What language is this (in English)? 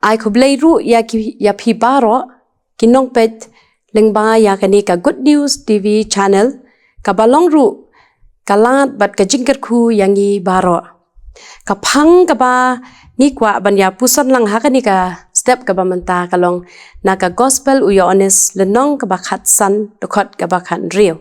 Khasi